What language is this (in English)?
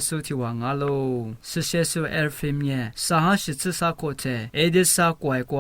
Lisu